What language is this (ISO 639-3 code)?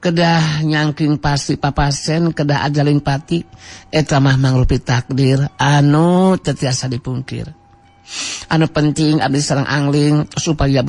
sun